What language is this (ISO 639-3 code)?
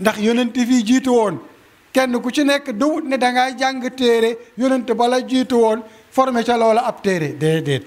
wol